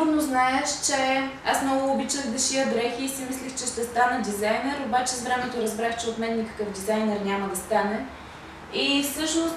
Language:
Bulgarian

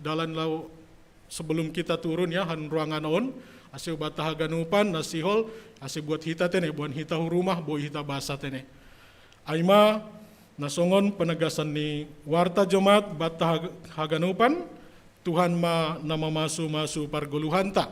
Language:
Batak Simalungun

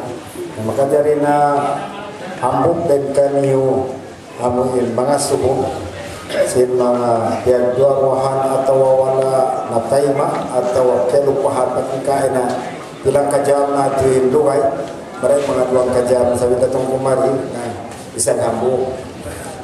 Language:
Tausug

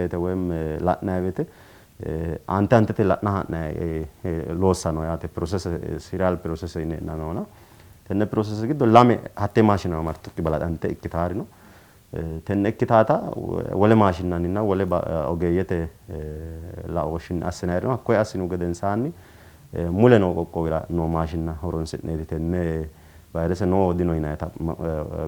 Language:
Sidamo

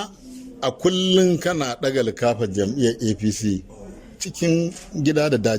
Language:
Hausa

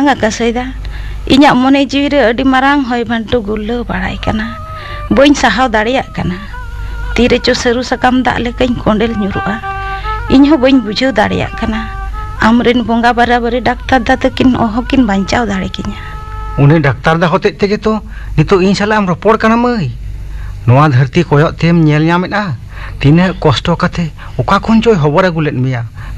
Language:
Santali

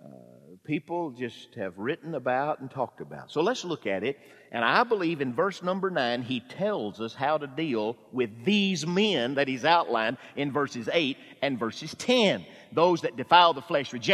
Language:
English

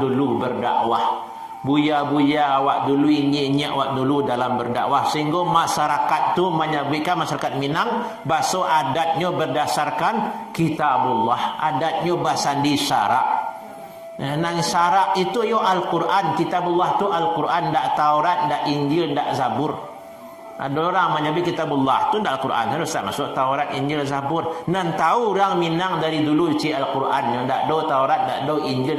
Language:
Minangkabau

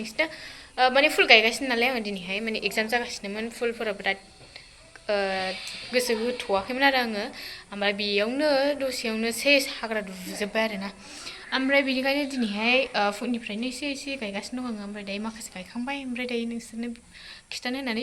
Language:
Bodo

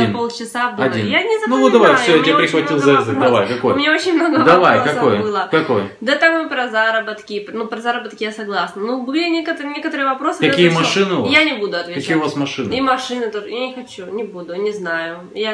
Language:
Russian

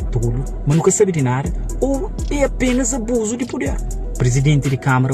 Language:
Kabuverdianu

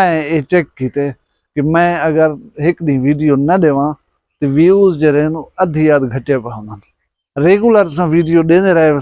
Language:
Saraiki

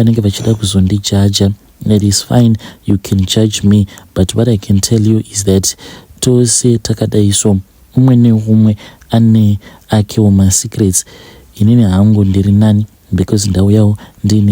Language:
Shona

